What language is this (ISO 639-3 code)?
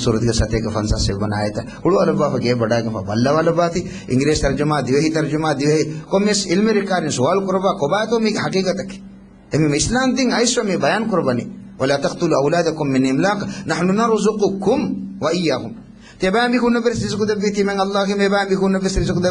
div